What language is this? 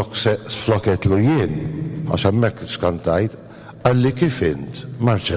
Maltese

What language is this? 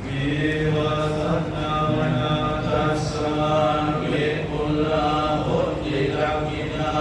Pali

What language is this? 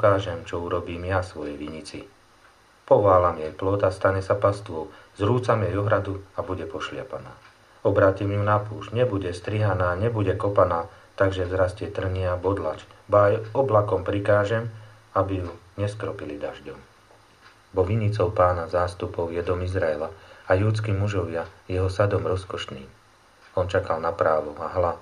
Slovak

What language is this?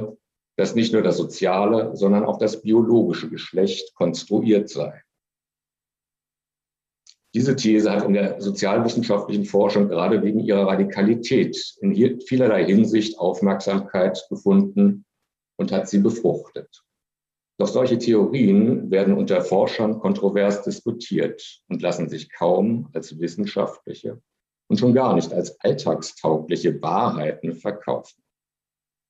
German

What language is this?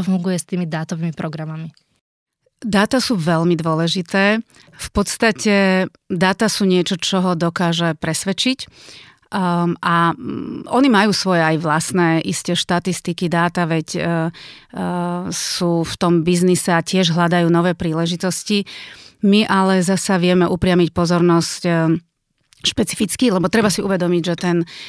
Slovak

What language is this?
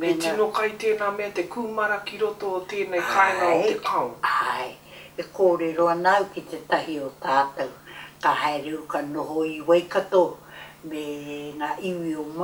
Māori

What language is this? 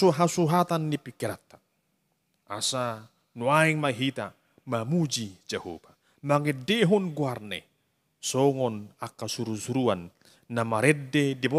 Batak Toba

